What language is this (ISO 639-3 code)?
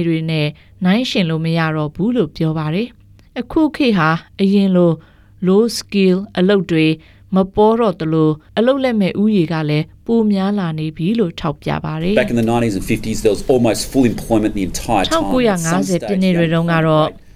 mya